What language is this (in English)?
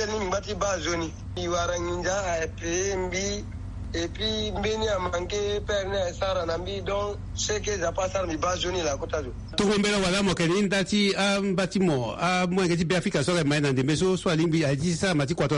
Sango